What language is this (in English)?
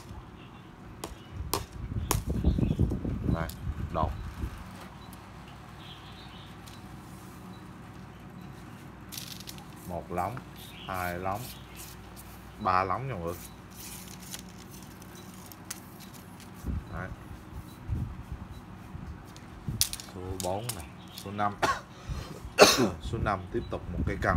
Vietnamese